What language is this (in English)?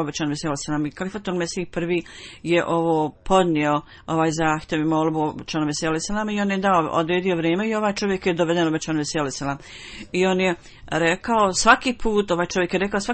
Bosnian